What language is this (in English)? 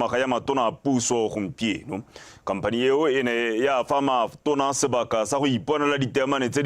Tswana